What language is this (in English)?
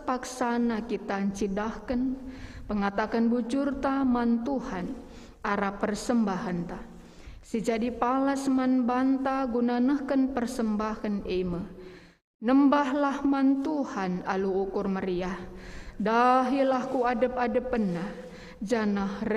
Batak Karo